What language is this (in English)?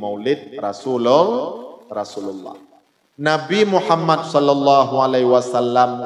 Achinese